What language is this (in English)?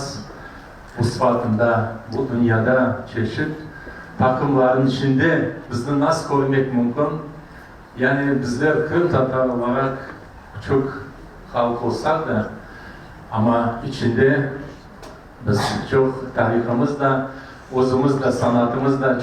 Crimean Tatar